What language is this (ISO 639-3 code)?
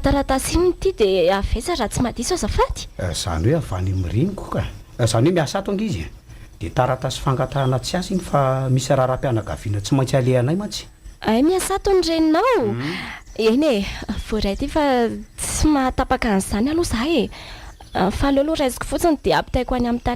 mlg